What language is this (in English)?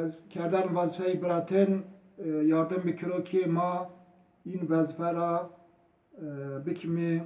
Zaza